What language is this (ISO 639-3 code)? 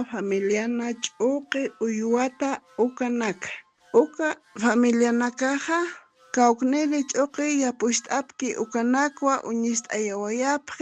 aym